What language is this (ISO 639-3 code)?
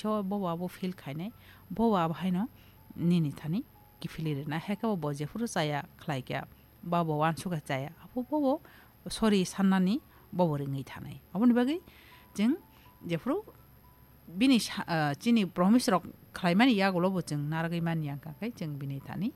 trp